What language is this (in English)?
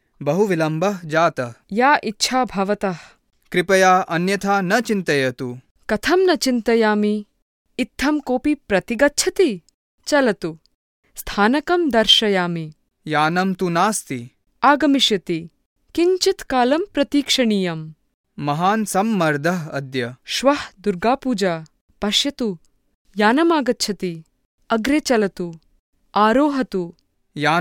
Sanskrit